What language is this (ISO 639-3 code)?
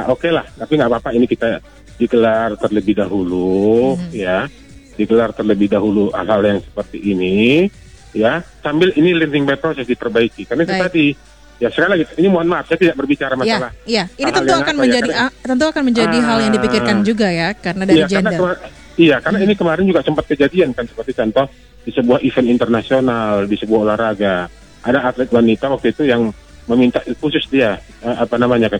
ind